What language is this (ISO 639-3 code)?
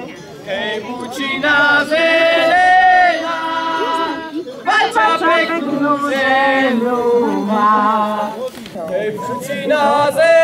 slk